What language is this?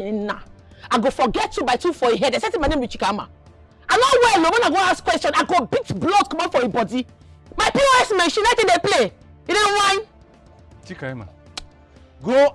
Nigerian Pidgin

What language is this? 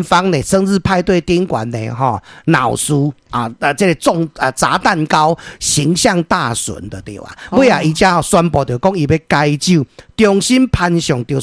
Min Nan Chinese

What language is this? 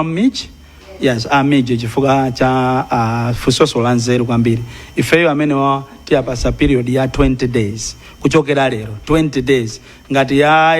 Nyanja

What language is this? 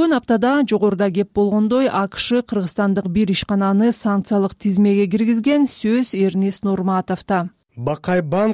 Kyrgyz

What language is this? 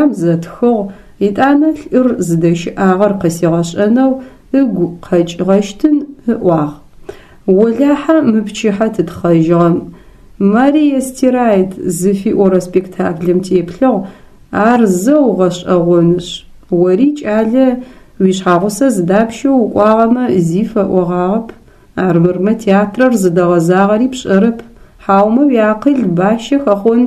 Adyghe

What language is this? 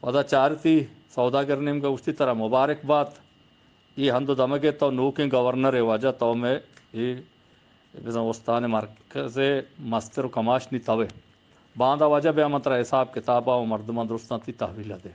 Eastern Balochi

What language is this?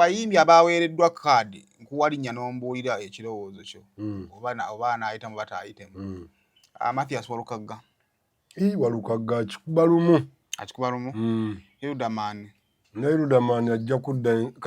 Ganda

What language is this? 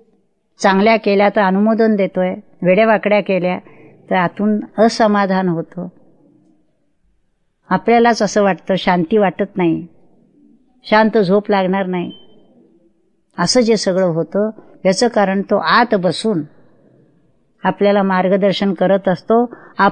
Marathi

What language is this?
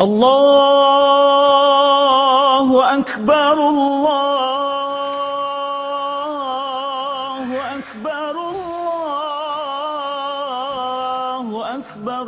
Achinese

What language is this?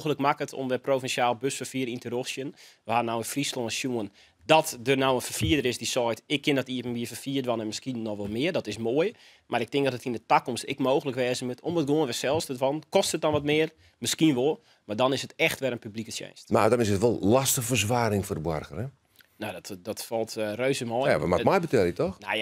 Western Frisian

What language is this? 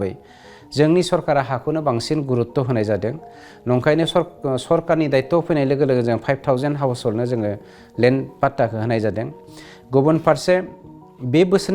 Bodo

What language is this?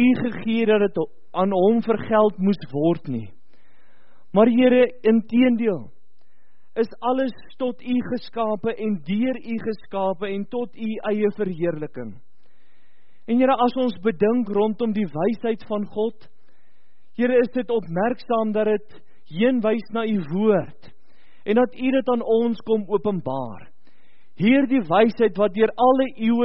Afrikaans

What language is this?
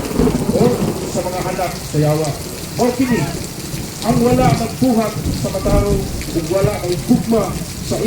Cebuano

